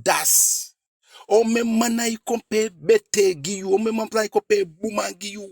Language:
Eastern Maroon Creole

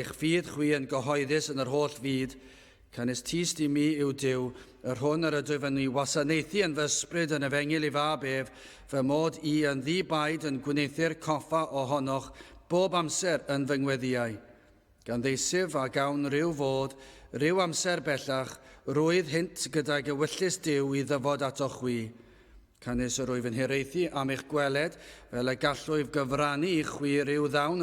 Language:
Welsh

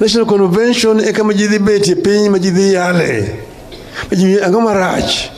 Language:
Luo (Kenya and Tanzania)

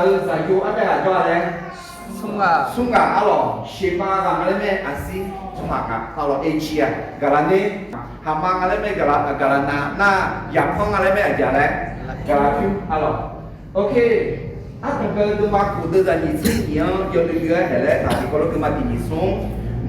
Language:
Akha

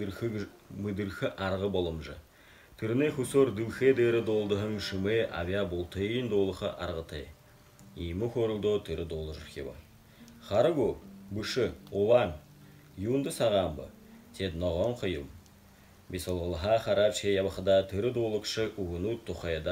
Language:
Buriat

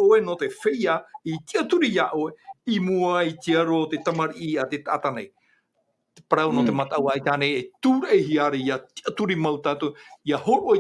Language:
Tahitian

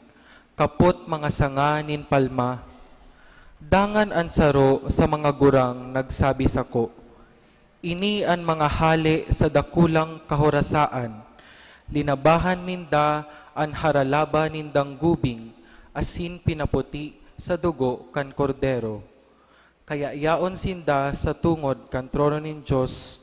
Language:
Bikol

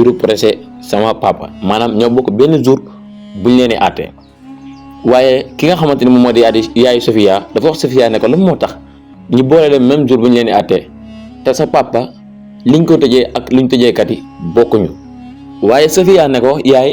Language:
Wolof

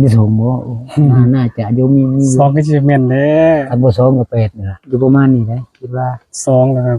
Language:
Northeastern Thai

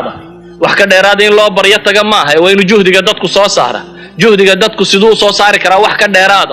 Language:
Somali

